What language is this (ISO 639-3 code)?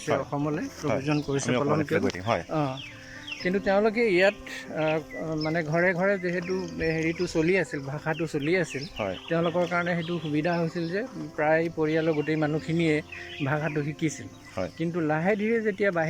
asm